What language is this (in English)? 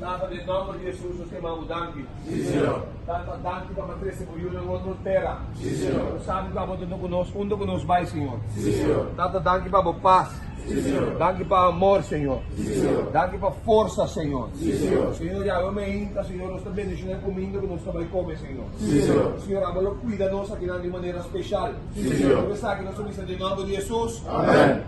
Papiamento